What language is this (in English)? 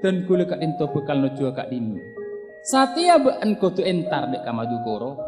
Madurese